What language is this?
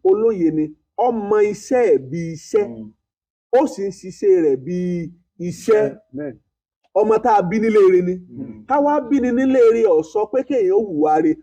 Yoruba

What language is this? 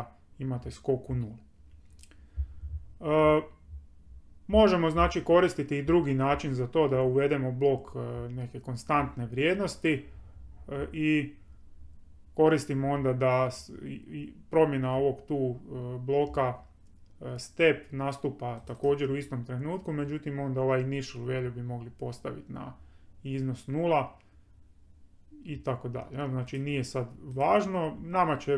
Croatian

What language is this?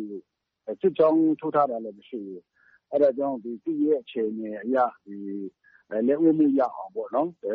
Burmese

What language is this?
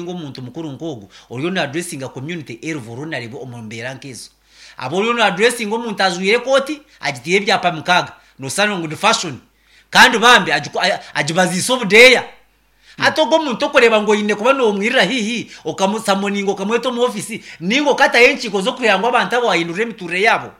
Nyankole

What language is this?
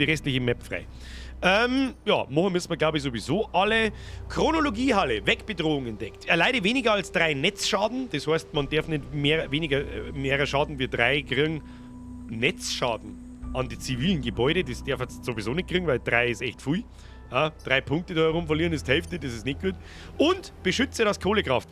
Bavarian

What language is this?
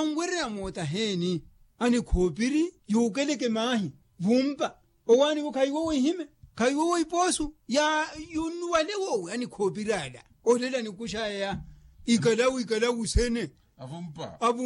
Makhuwa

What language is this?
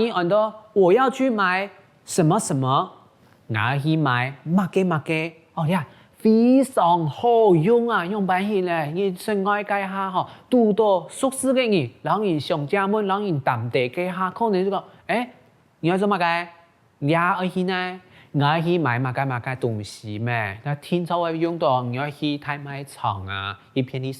Hakka Chinese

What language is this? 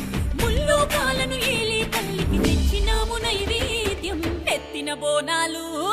Telugu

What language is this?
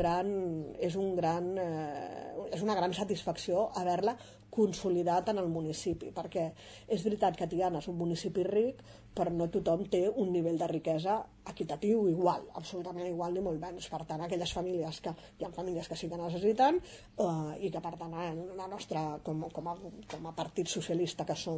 Catalan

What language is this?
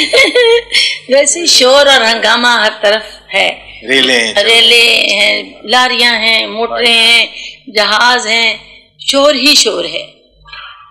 Urdu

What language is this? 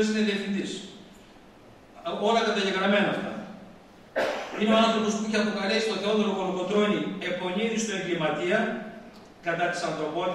Greek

